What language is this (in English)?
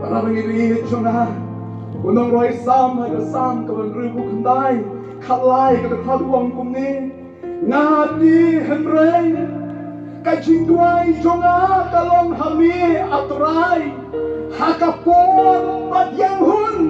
Khasi